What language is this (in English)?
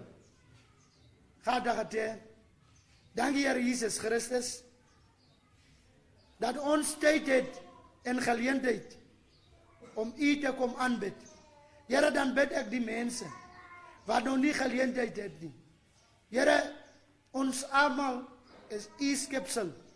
Afrikaans